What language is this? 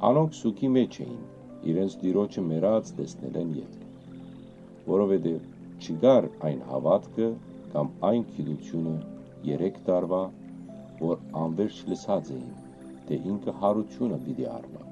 Western Armenian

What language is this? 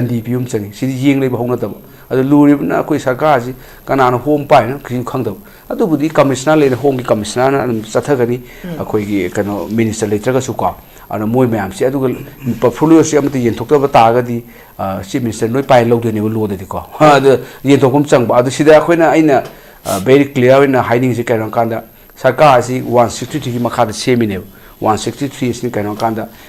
Manipuri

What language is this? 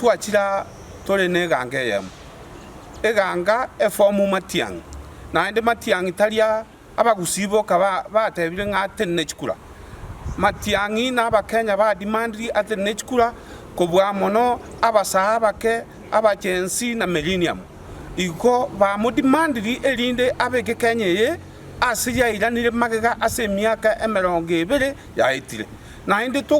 Gusii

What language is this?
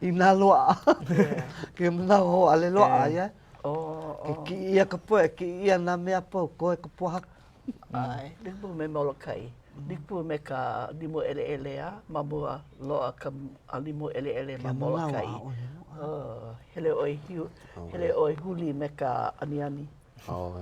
Hawaiian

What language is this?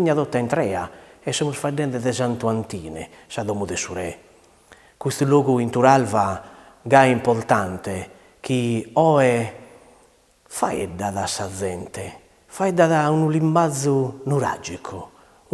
Sardinian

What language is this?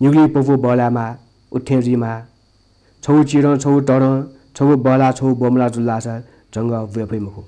Newari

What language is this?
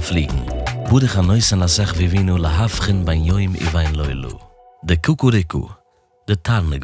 Yiddish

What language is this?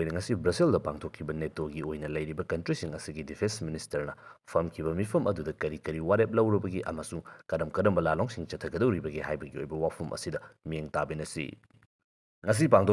Manipuri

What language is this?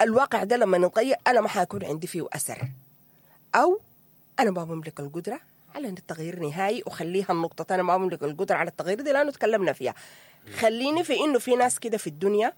Sudanese Arabic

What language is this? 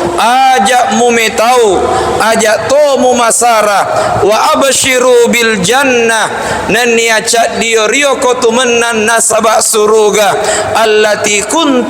Buginese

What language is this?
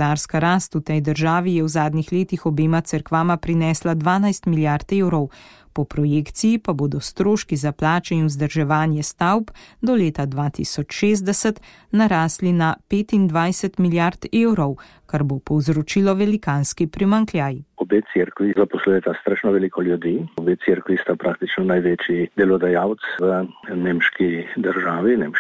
Slovenian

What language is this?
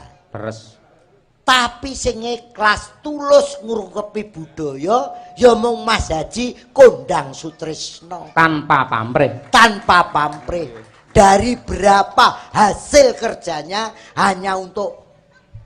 Javanese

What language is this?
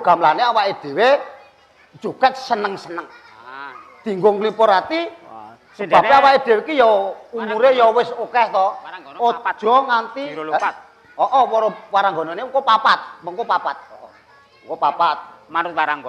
Javanese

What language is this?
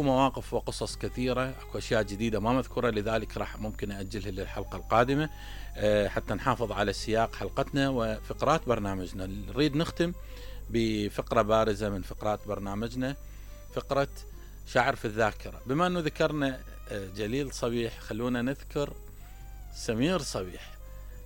Mesopotamian Arabic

